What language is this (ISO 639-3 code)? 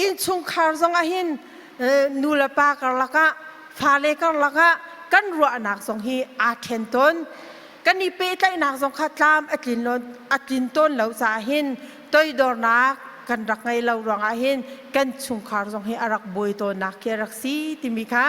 cnh